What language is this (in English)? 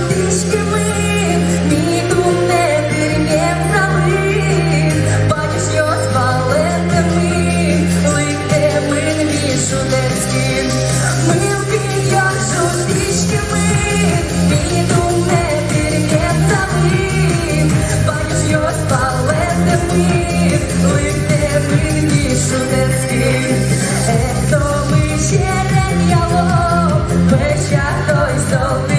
Udmurt